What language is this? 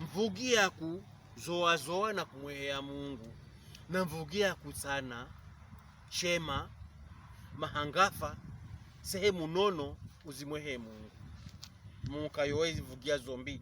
Pokomo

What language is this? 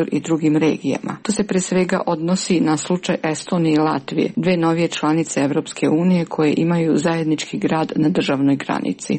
Serbian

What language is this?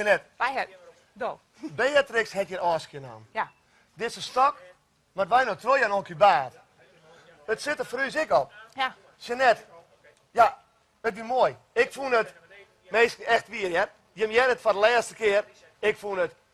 Western Frisian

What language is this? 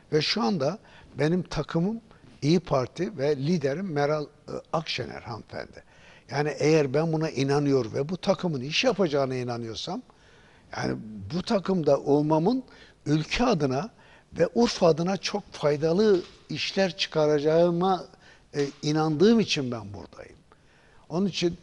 Turkish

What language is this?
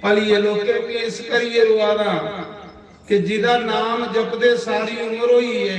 Dogri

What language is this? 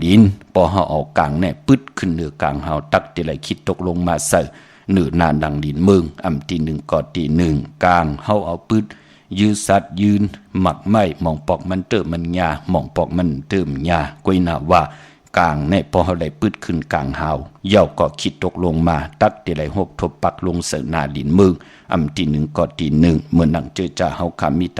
Shan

